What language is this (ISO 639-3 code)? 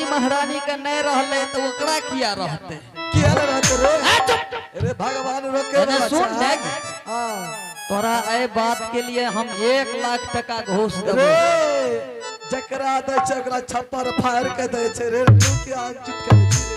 mai